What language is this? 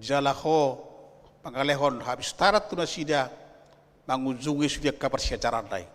Batak Toba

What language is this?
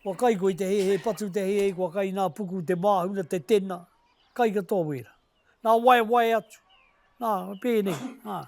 Māori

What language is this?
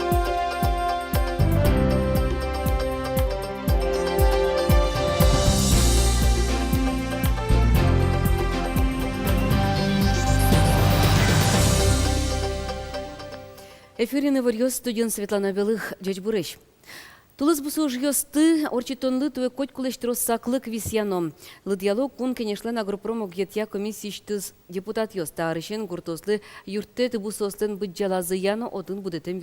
Udmurt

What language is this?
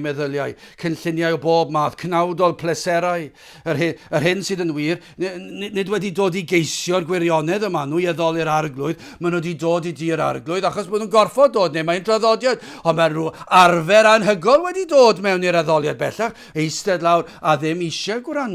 Welsh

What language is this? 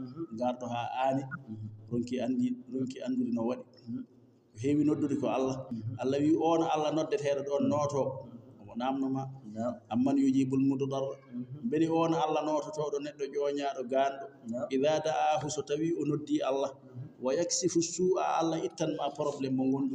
Fula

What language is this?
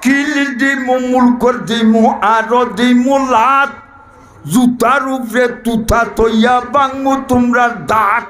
Sylheti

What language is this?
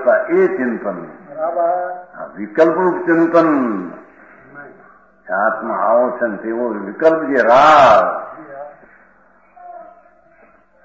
Gujarati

